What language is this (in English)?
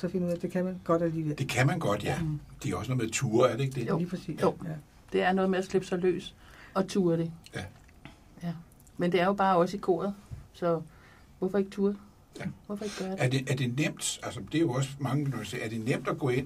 Danish